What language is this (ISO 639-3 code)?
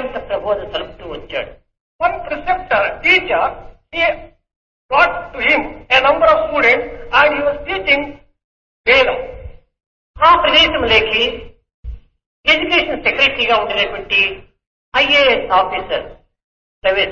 tel